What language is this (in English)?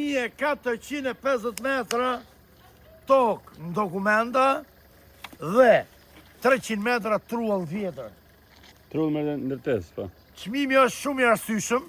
Albanian